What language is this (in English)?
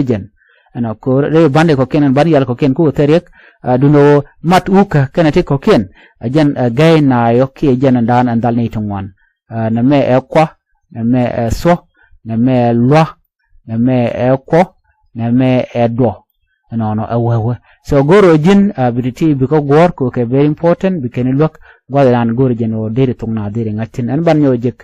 Nuer